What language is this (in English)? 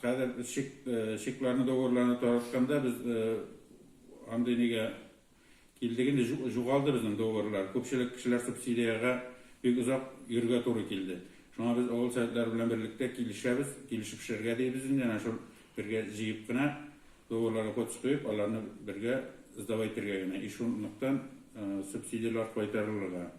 Tatar